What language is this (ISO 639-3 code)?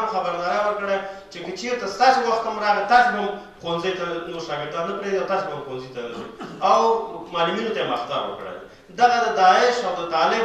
pus